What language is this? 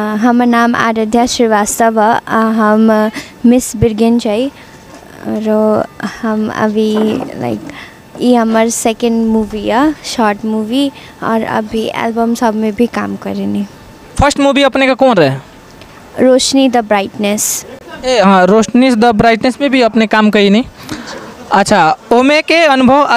Bhojpuri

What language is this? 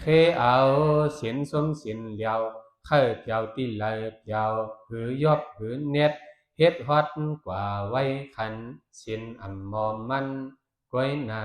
Shan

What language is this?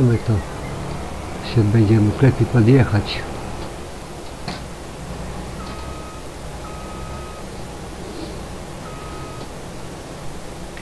Polish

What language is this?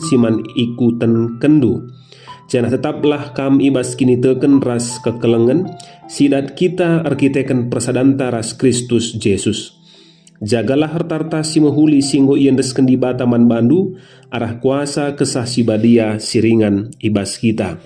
Batak Karo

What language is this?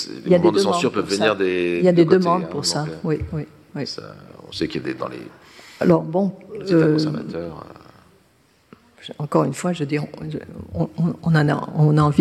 French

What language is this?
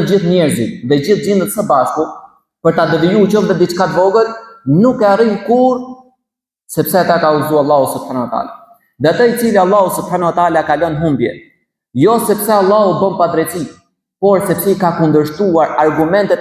Albanian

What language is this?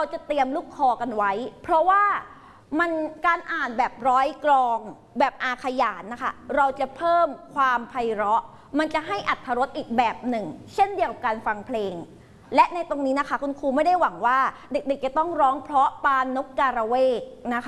Thai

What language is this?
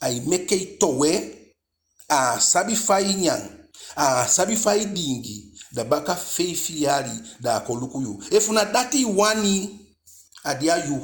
Eastern Maroon Creole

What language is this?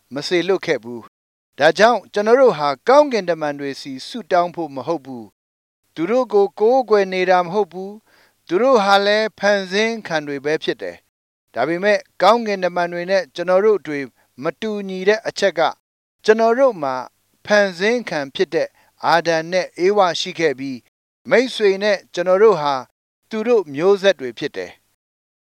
Burmese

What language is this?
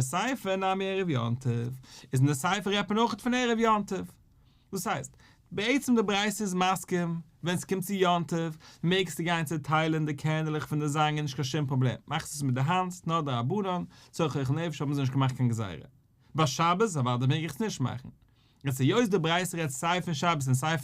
Yiddish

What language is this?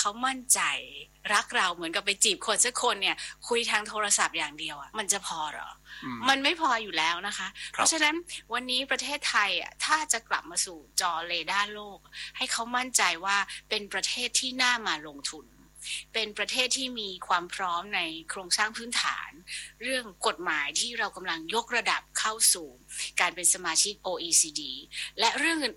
Thai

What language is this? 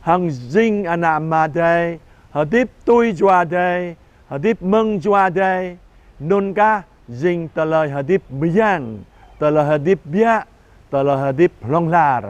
Jarai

